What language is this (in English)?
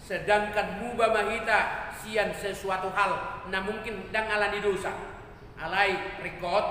Batak Toba